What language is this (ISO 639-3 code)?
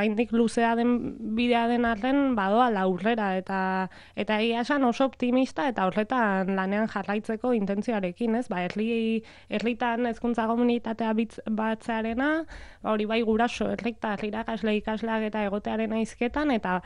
eus